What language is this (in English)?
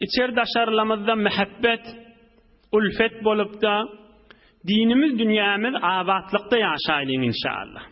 Turkmen